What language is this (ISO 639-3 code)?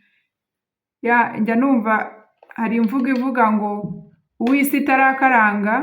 kin